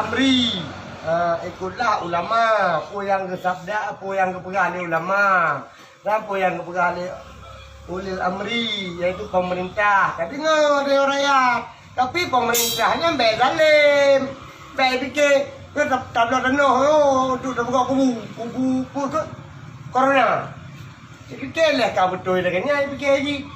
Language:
Achinese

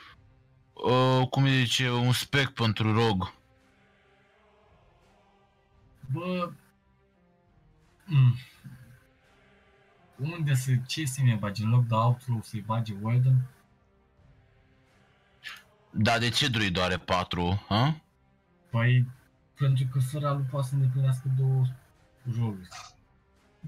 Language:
Romanian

